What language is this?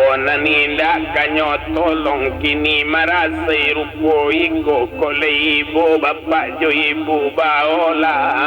Minangkabau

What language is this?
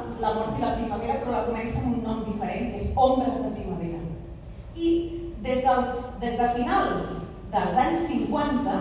Catalan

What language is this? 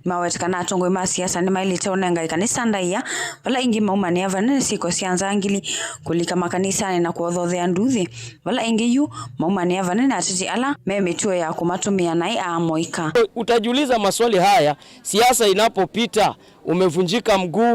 Kamba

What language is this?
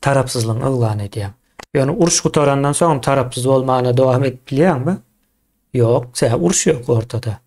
Turkmen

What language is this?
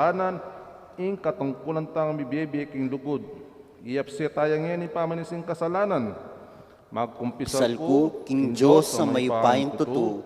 Pampanga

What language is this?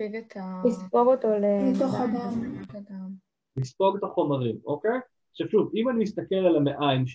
Hebrew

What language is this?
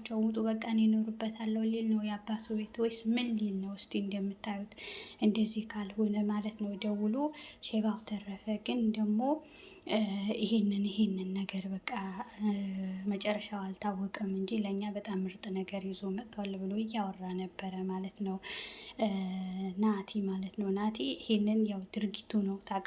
Amharic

